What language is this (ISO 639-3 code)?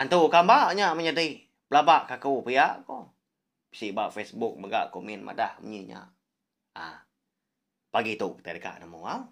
iba